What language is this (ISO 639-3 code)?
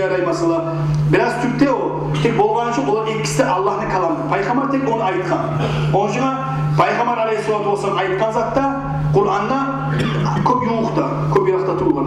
kum